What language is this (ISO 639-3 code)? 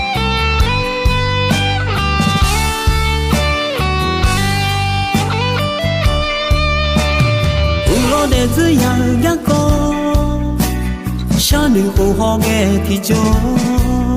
ahk